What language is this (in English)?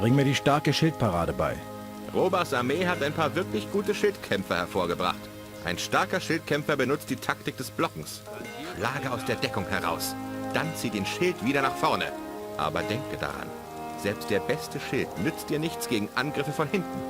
Bavarian